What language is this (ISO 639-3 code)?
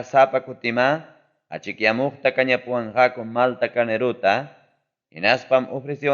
quy